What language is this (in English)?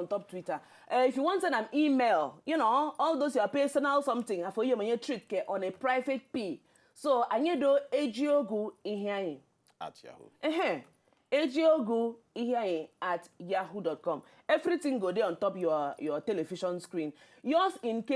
Nigerian Pidgin